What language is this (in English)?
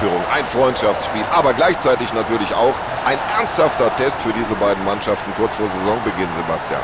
Bavarian